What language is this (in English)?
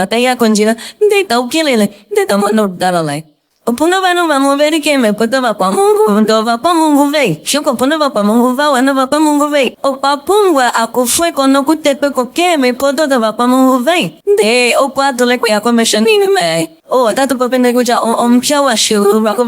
Ndonga